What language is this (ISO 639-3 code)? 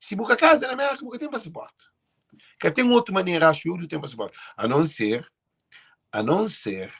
kea